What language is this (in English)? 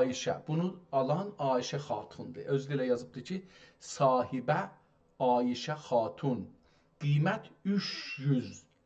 South Azerbaijani